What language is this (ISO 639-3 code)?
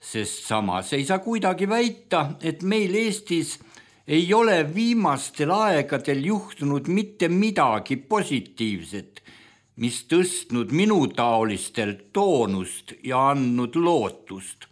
est